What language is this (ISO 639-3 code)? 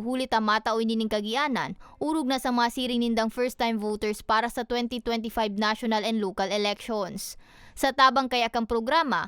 bik